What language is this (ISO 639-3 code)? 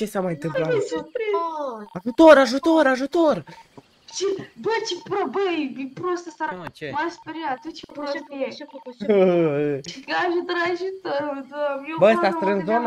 ron